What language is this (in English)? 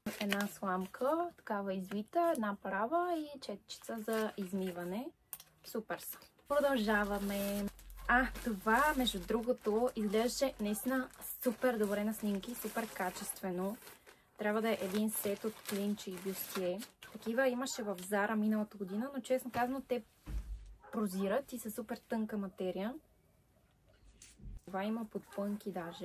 Bulgarian